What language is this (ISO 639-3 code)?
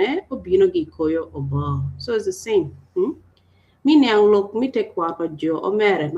ach